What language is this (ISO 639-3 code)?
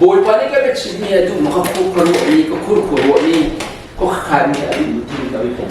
cnh